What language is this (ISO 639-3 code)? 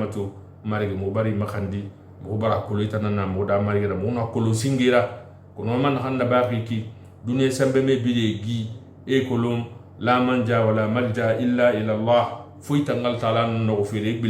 sus